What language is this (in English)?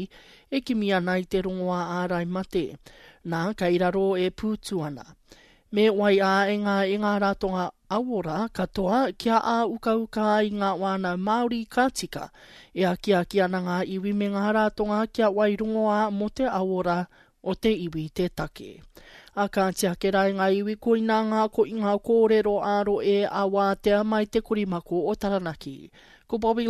Māori